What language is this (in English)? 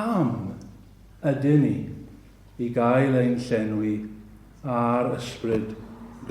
Welsh